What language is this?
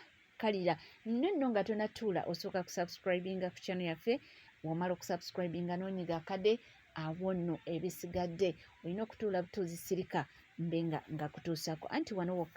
Ganda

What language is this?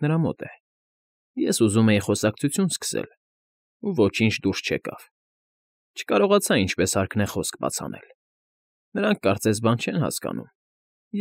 Armenian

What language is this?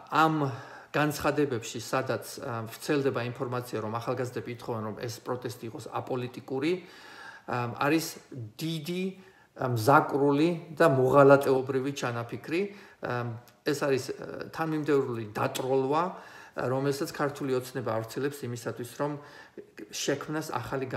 Georgian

